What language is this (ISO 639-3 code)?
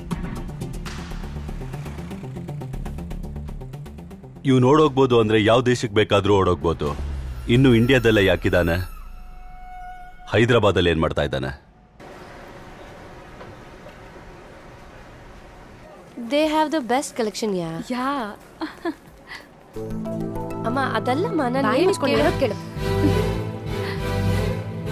kan